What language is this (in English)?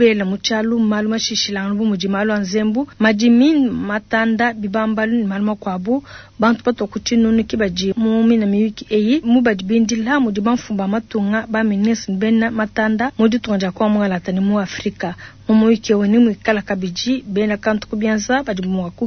Luba-Lulua